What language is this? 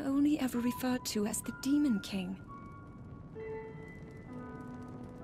English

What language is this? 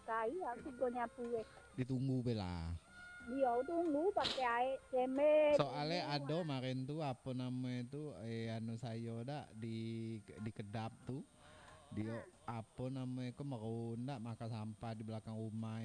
Minangkabau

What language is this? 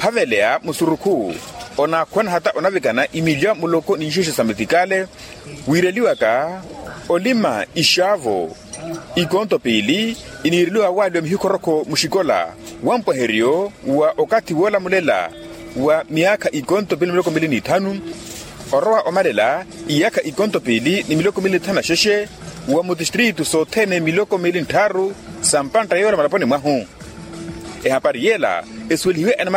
Makhuwa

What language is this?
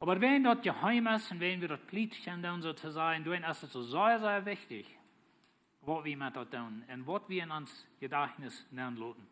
Plautdietsch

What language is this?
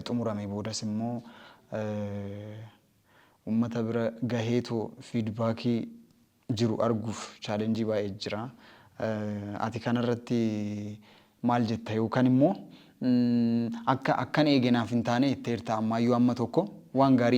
Oromo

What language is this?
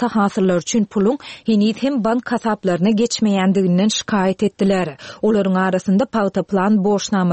Turkmen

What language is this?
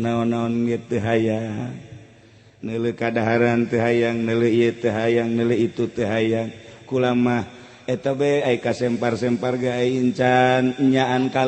Sundanese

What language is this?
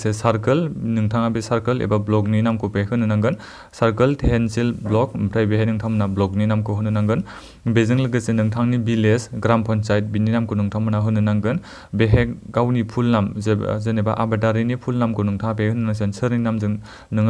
Bodo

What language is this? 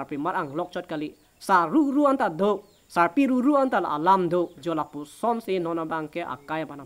Karbi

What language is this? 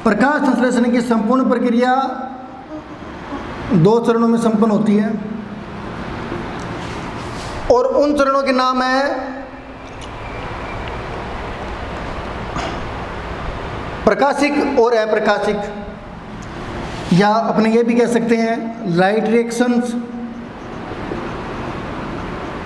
Hindi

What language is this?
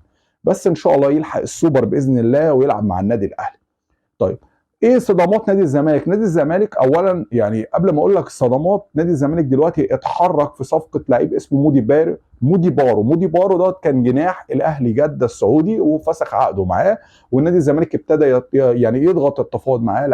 Egyptian Arabic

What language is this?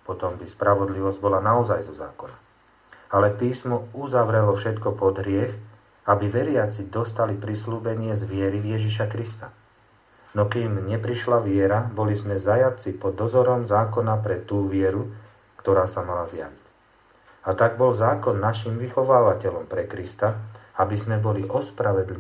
Slovak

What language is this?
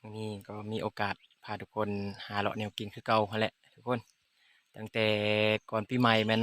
Lao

